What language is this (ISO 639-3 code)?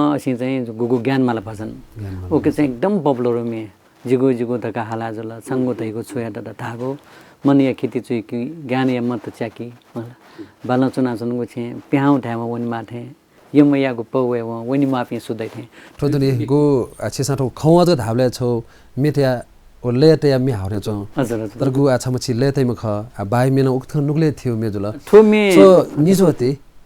new